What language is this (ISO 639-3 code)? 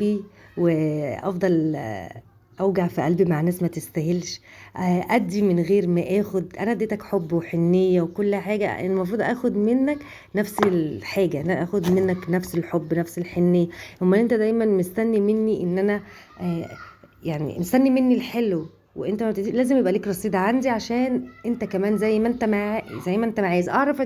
arz